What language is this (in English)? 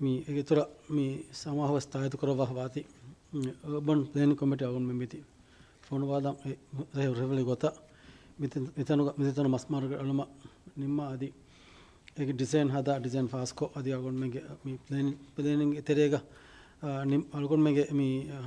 Divehi